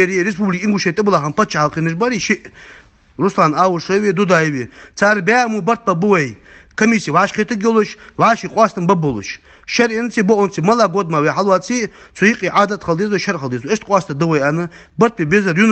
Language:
Ingush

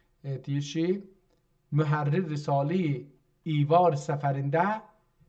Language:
South Azerbaijani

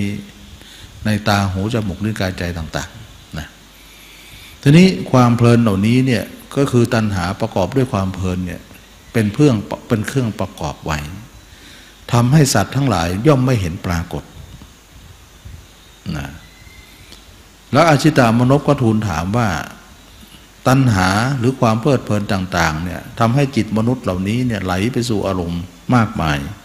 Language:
Thai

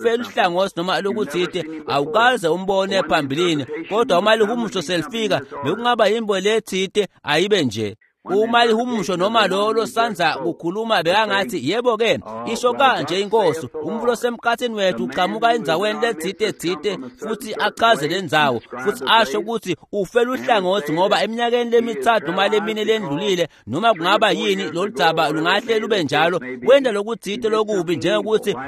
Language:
Swati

